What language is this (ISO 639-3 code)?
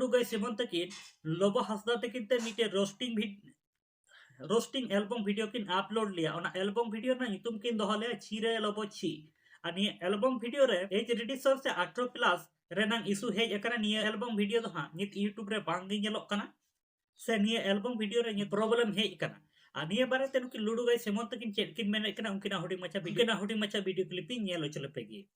sat